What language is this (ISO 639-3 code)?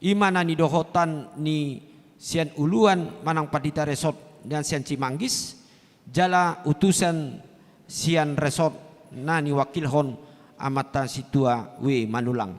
bbc